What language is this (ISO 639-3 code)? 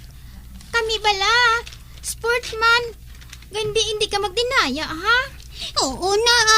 hil